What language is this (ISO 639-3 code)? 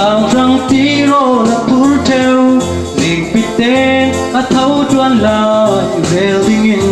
cfm